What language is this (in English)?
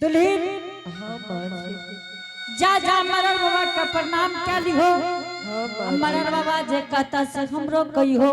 Angika